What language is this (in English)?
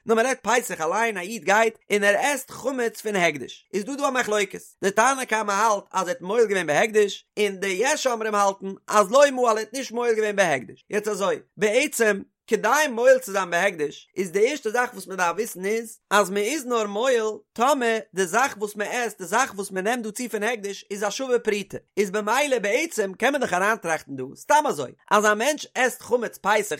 Yiddish